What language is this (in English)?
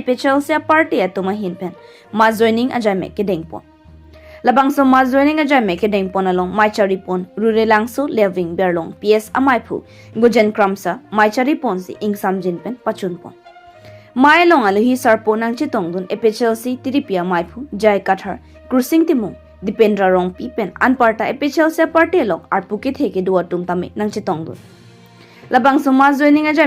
Karbi